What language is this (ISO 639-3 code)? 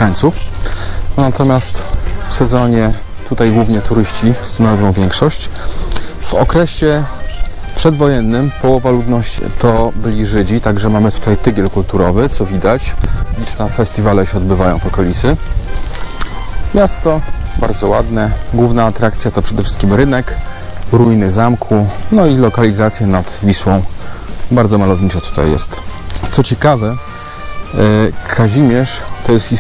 pol